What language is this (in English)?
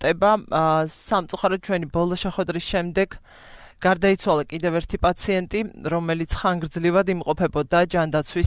Georgian